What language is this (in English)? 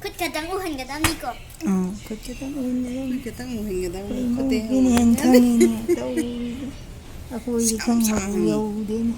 Manipuri